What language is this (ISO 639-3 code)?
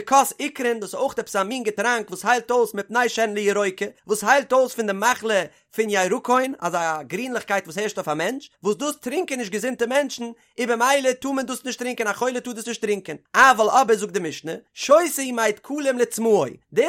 yid